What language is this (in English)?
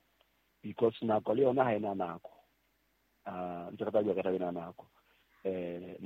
Southern Sotho